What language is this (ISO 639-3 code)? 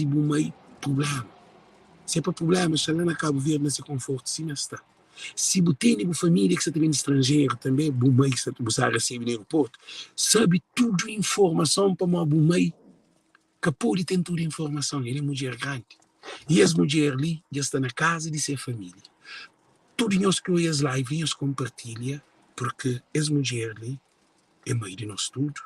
kea